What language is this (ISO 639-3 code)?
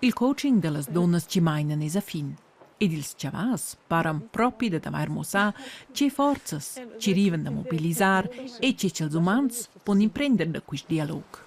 roh